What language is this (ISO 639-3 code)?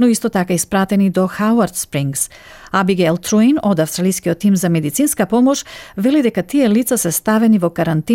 mkd